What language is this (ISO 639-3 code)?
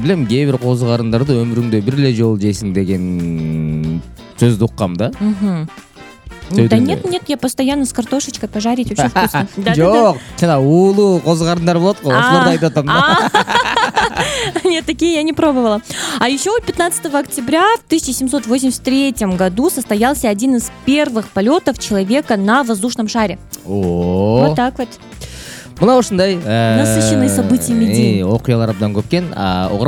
kir